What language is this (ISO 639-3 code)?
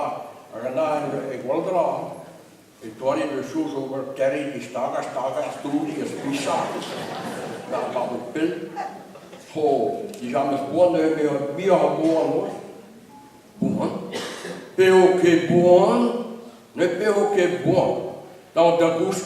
bre